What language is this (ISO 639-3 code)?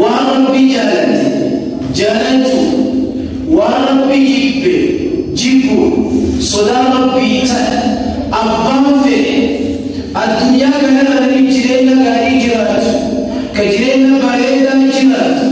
orm